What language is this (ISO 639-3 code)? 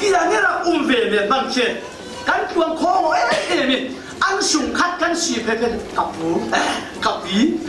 cfm